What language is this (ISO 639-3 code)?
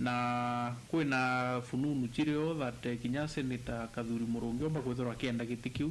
mer